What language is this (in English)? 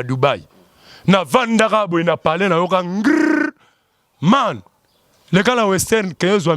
Lingala